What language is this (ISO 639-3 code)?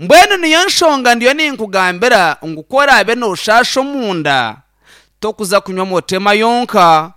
nyn